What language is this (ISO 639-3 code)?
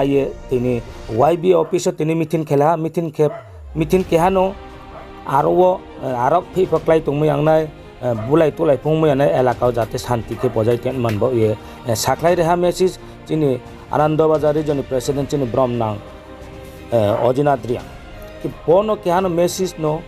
ria